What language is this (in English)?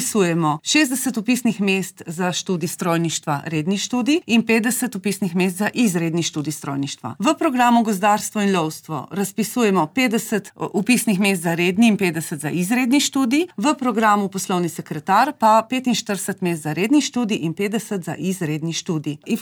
Slovenian